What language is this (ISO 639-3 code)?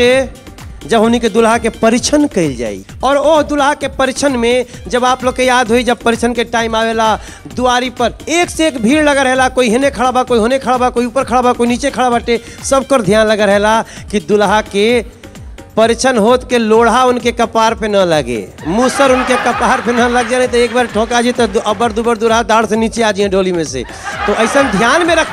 bho